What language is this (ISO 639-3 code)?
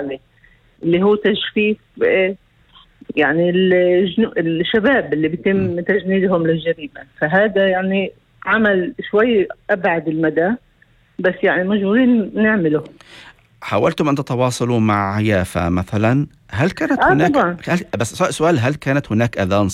apc